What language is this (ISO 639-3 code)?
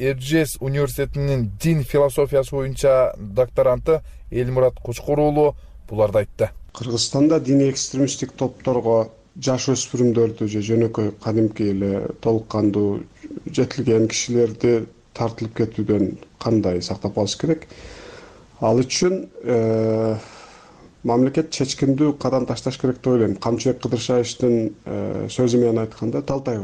kir